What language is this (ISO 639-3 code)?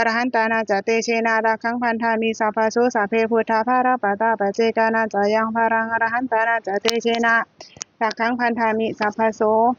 pli